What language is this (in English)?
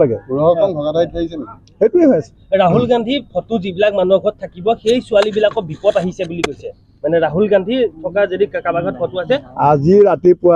Assamese